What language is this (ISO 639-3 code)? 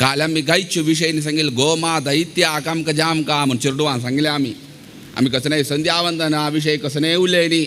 kok